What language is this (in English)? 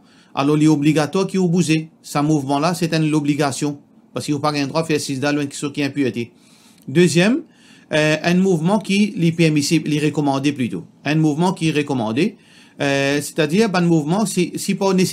Morisyen